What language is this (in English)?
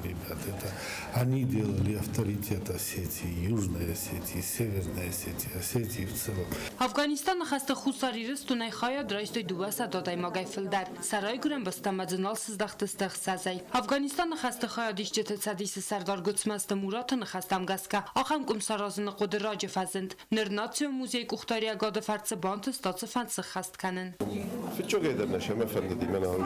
Ossetic